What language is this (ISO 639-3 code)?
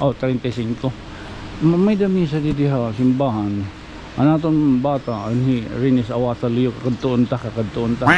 war